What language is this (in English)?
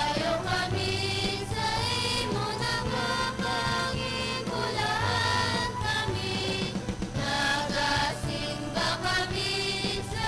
Hiligaynon